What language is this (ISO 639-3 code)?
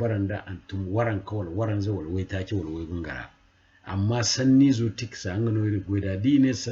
dje